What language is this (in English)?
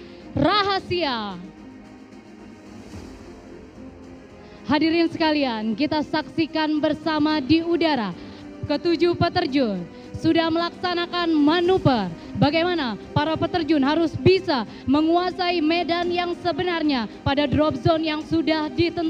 Indonesian